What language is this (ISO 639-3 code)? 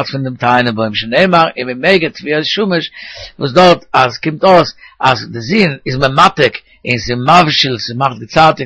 yid